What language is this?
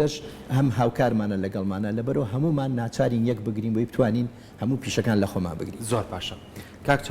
Central Kurdish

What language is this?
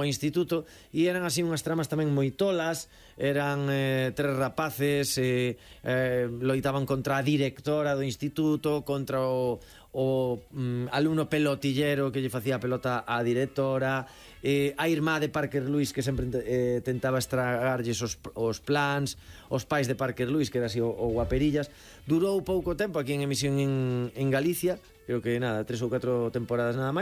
Galician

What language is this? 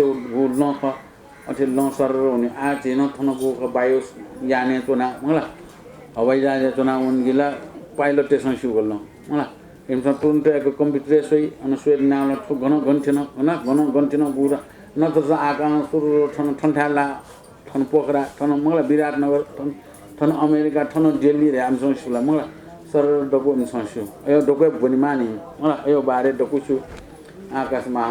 Newari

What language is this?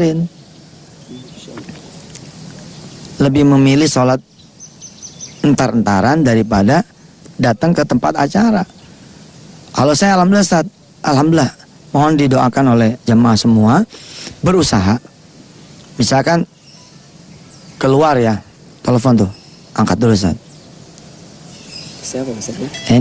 Indonesian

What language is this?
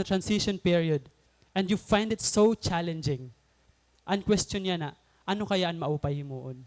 Waray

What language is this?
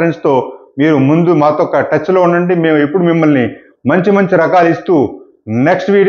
Telugu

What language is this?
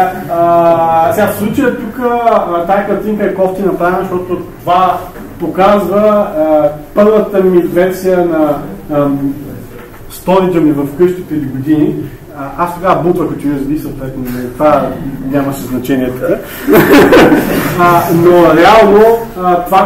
Bulgarian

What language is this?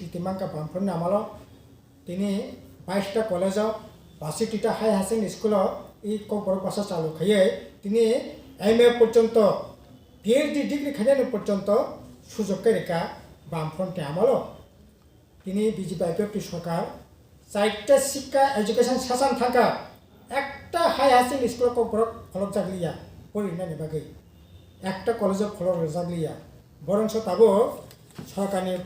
Kok Borok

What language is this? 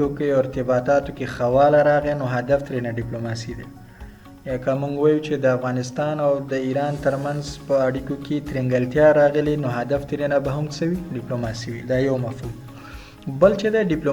Pashto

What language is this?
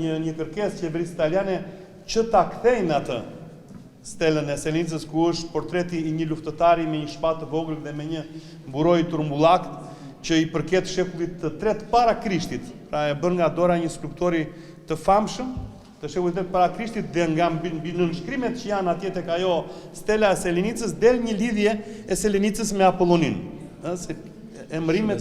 Albanian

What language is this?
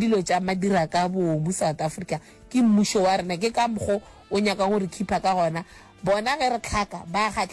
Northern Sotho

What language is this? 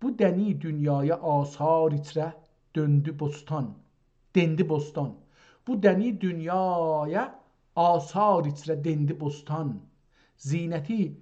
South Azerbaijani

